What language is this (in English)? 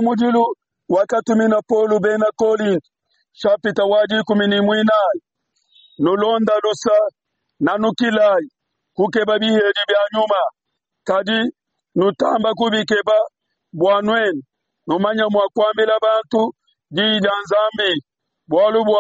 Luba-Lulua